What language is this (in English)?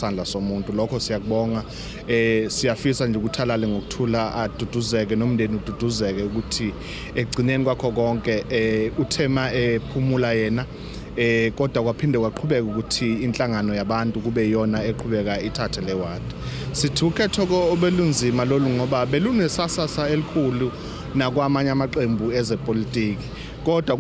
Zulu